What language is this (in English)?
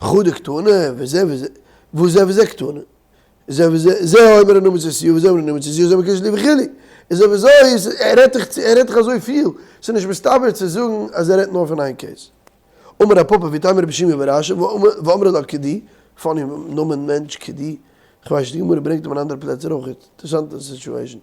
Yiddish